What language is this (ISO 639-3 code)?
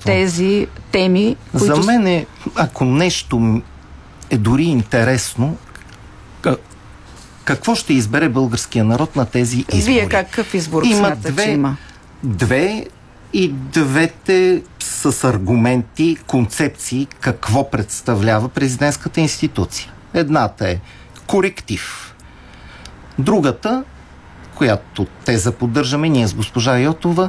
bul